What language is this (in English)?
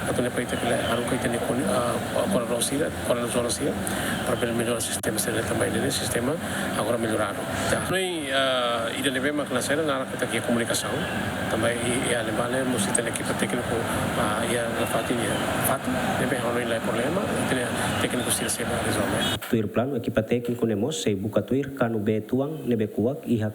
Tetum